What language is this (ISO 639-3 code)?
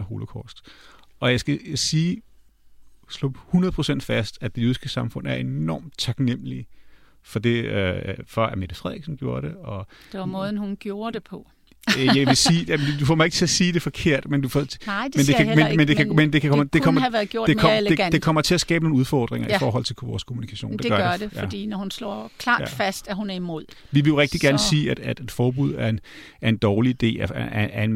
dan